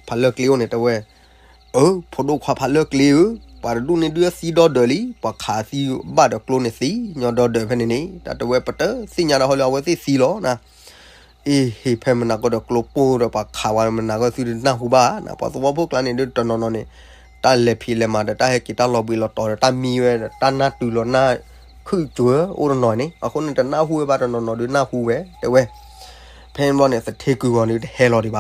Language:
S'gaw Karen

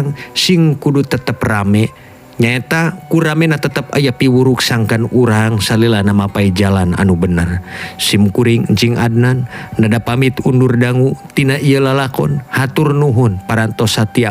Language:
Sundanese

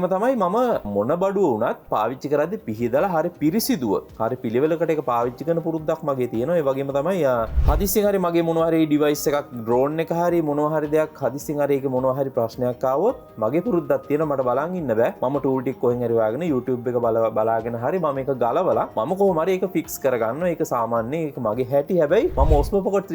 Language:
Sinhala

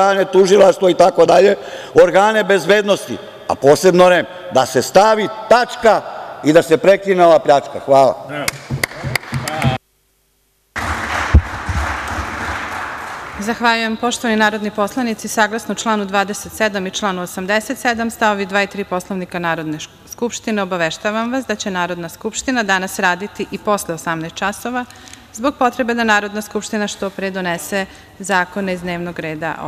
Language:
Serbian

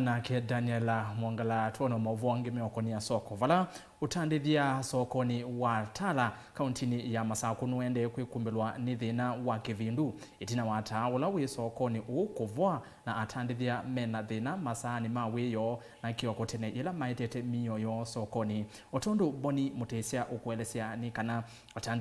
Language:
Kamba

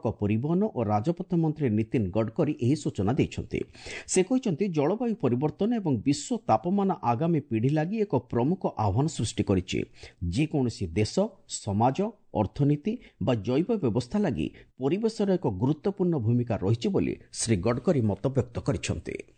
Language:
Odia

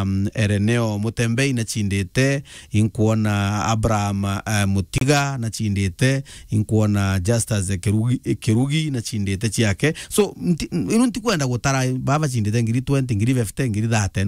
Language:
Meru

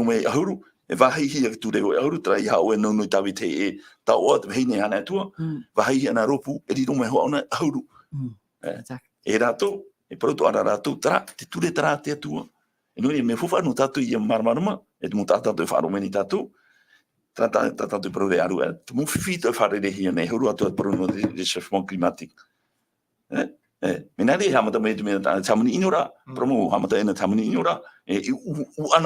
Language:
Tahitian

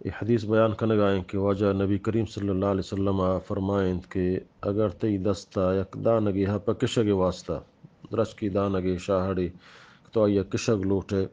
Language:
Eastern Balochi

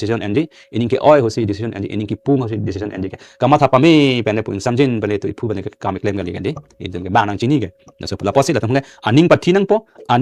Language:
Karbi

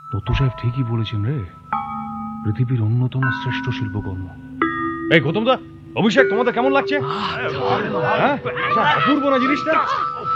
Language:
Bangla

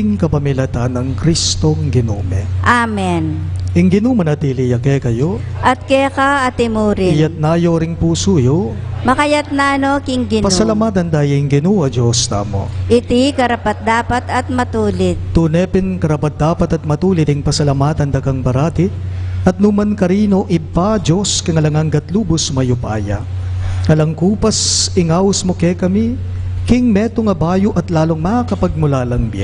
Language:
Pampanga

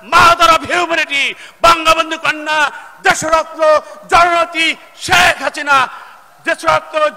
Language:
Bangla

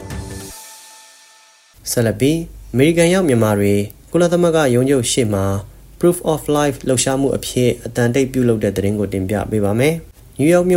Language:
Burmese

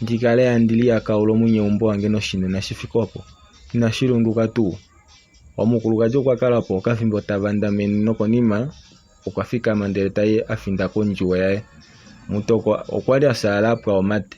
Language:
Kuanyama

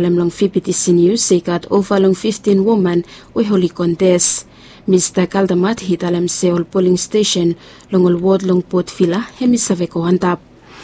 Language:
Bislama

